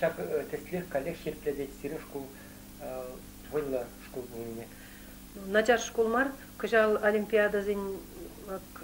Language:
Chuvash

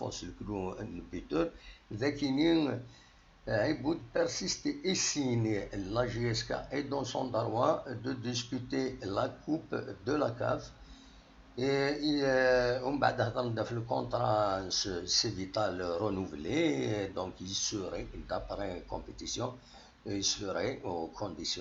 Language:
Kabyle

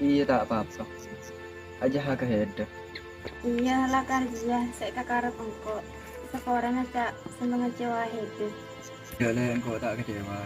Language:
Madurese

